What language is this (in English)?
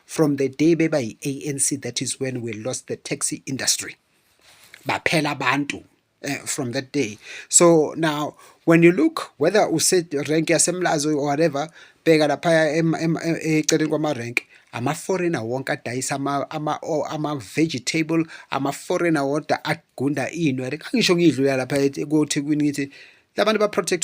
Zulu